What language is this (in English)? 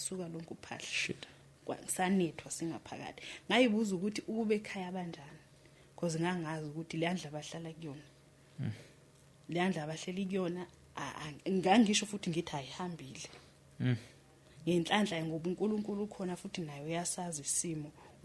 Zulu